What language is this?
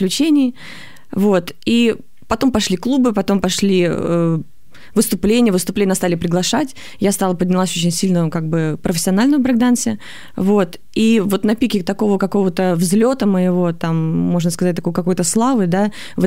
Russian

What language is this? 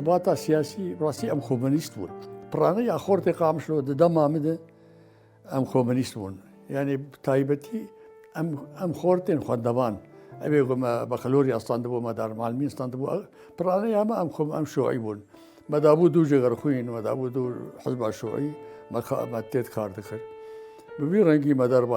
Kurdish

